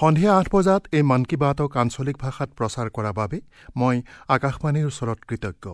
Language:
Assamese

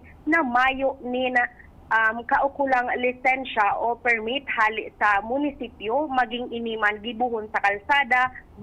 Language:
Bikol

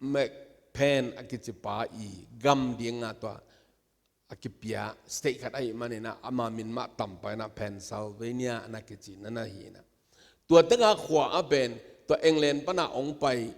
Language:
Tedim Chin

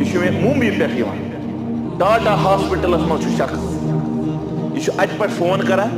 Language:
Kashmiri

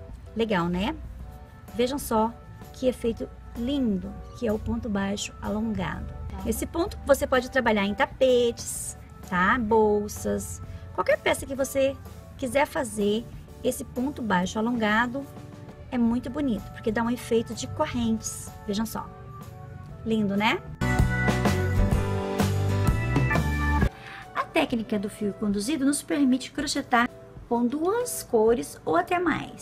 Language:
Portuguese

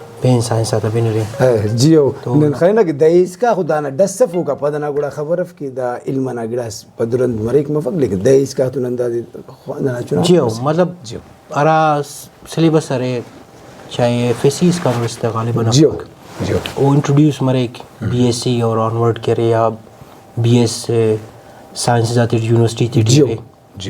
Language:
Brahui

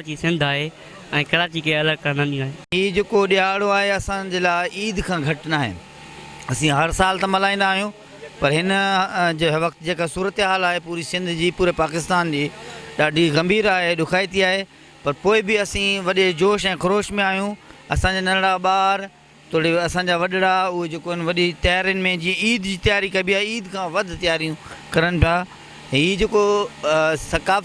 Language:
Sindhi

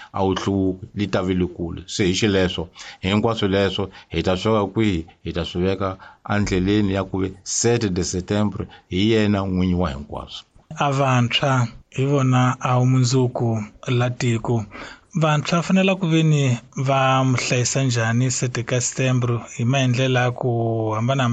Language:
Tsonga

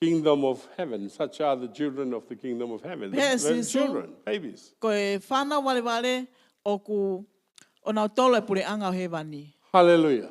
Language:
Tongan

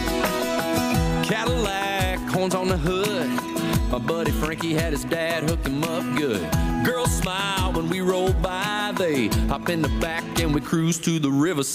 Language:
English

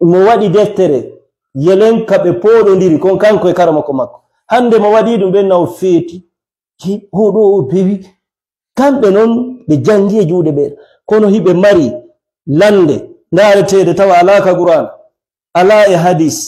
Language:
Fula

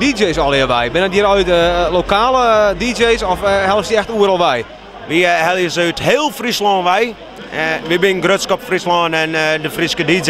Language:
Western Frisian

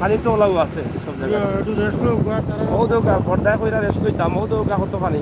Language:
Sylheti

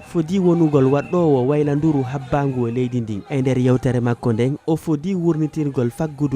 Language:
Fula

